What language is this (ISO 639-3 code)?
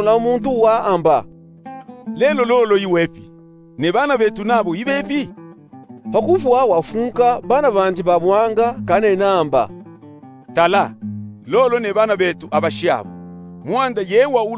lub